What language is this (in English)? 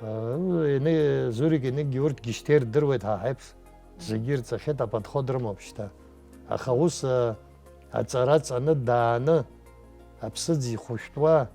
Abkhazian